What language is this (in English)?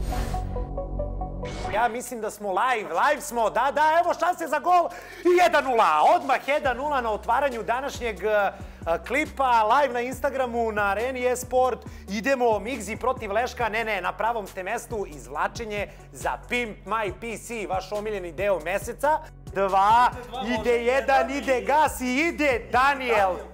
Serbian